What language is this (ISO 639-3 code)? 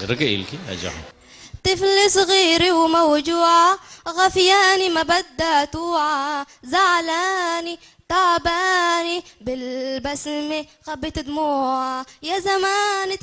tir